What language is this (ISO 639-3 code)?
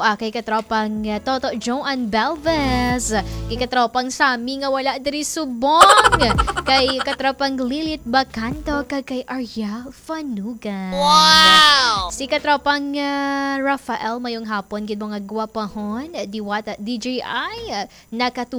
hil